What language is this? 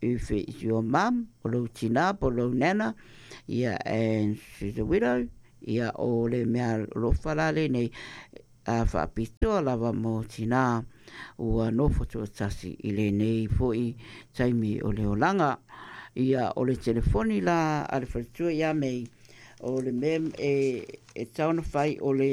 Samoan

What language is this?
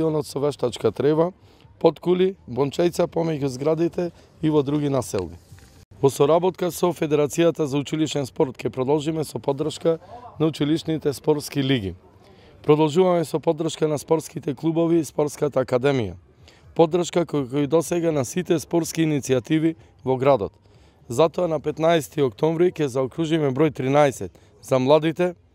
Macedonian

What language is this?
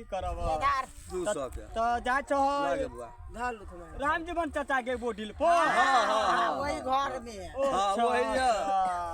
Maithili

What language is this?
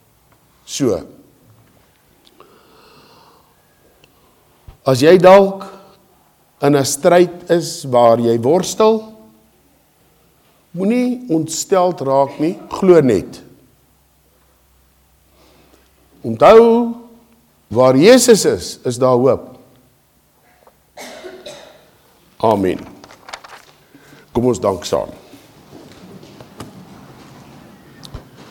Afrikaans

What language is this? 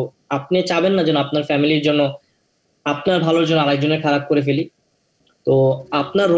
Bangla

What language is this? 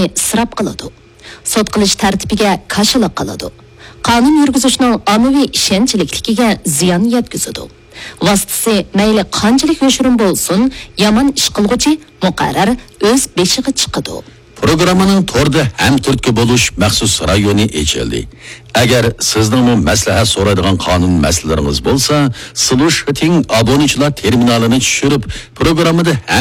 Uyghur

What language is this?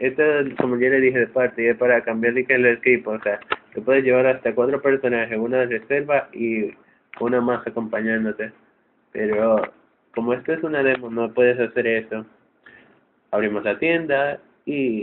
Spanish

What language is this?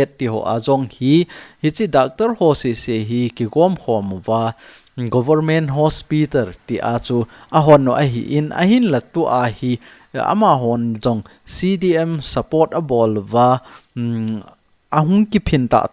Thado Chin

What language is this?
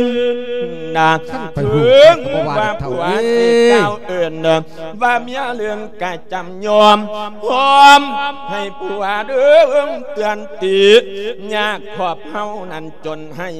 Lao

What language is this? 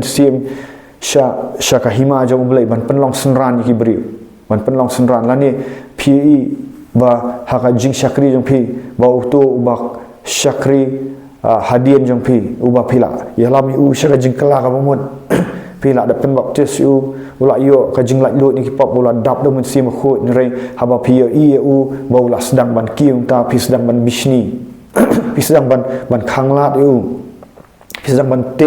Khasi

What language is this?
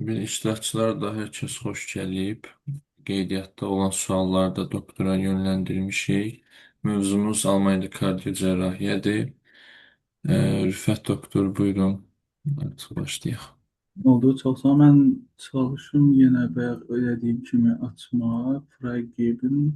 Azerbaijani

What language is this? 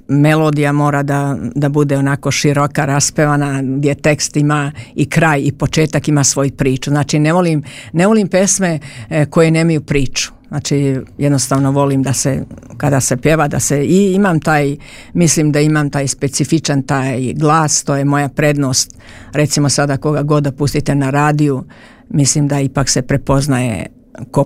Serbian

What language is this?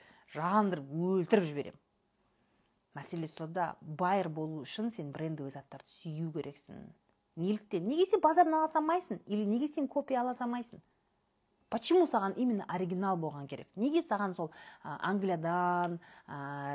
Kazakh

